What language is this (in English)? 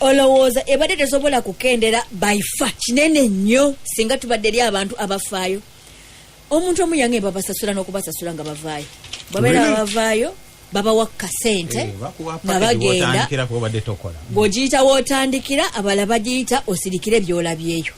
Ganda